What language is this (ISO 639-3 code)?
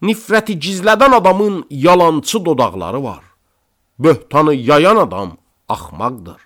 aze